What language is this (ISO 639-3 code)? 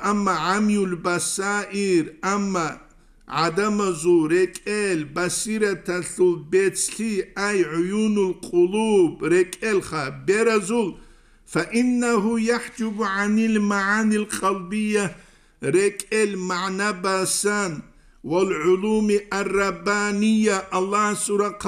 ava